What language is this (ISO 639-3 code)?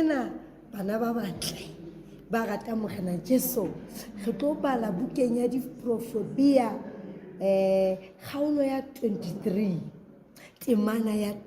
sot